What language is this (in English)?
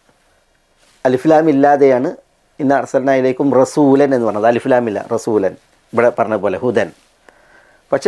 Malayalam